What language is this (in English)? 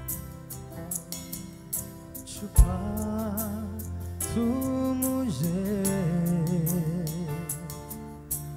Malayalam